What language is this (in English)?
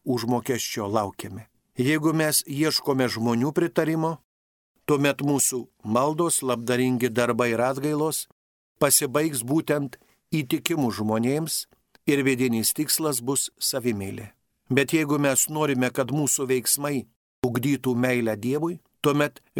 Lithuanian